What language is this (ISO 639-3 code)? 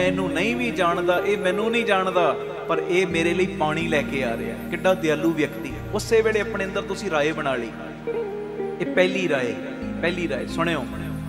pan